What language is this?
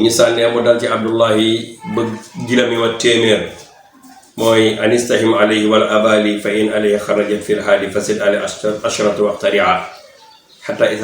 Wolof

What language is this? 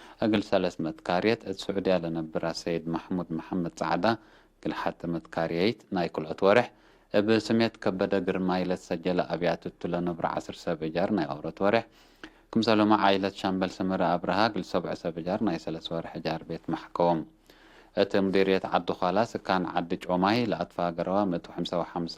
Tigre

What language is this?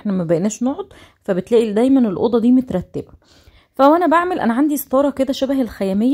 Egyptian Arabic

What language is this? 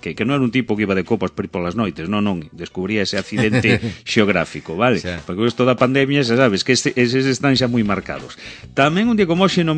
Galician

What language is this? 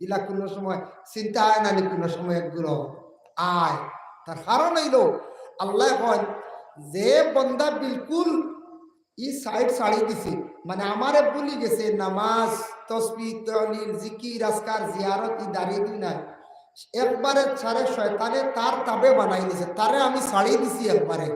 Sylheti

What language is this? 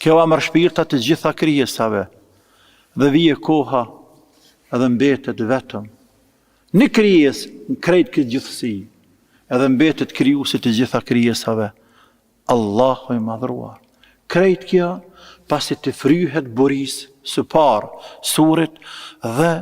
Albanian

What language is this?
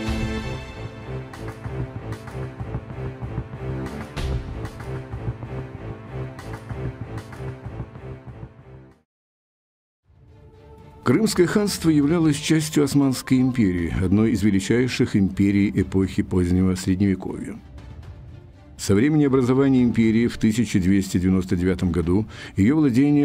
Russian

